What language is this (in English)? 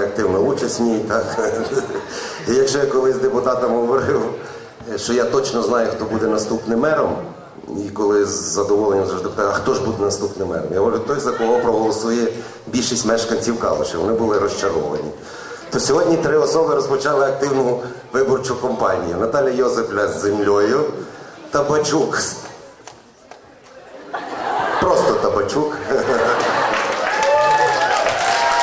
Ukrainian